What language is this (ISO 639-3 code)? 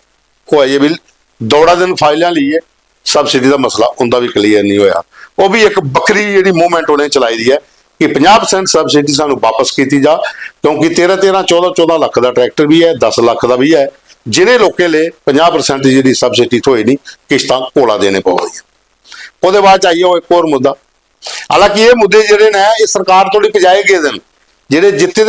doi